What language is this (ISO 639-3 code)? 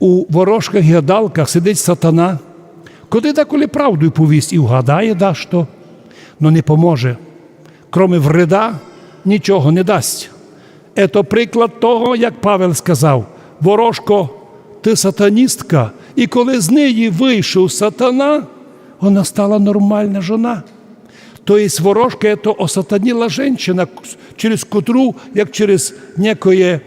rue